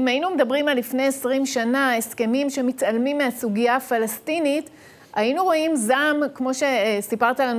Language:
Hebrew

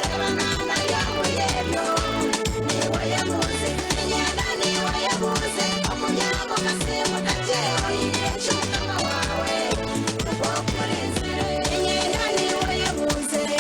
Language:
Nyankole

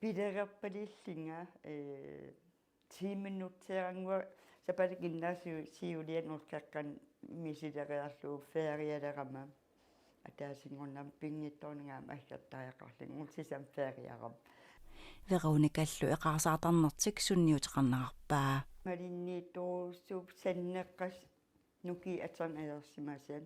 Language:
Kalaallisut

